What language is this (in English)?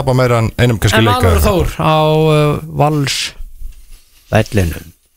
Icelandic